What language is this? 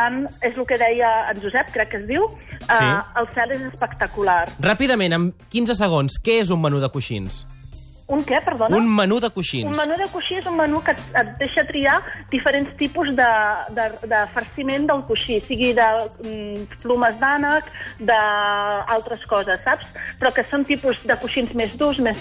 Catalan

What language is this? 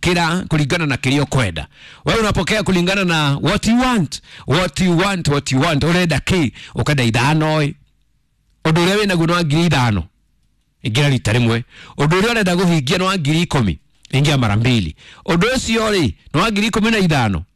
Kikuyu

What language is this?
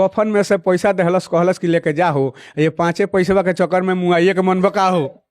Bhojpuri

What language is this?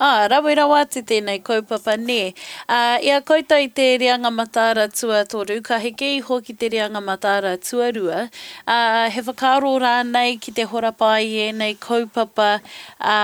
Māori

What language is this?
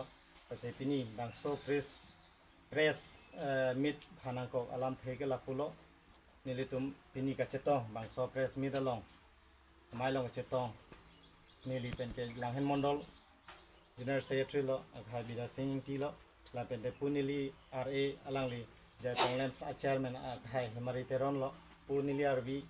Karbi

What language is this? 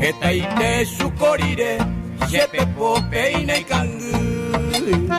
Guarani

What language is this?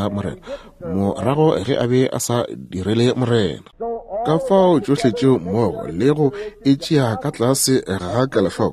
Northern Sotho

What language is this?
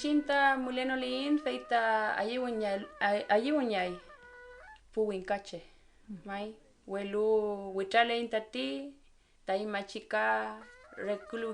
Mapuche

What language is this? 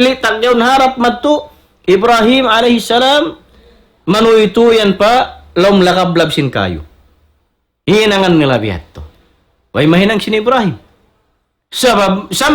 Tausug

